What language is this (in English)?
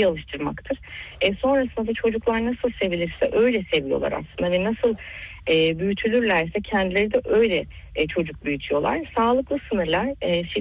Turkish